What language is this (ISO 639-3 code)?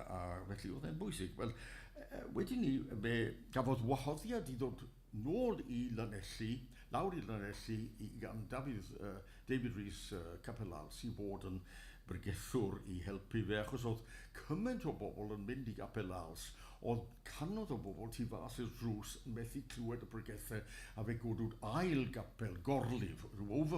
cym